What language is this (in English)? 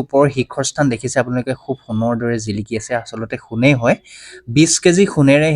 Assamese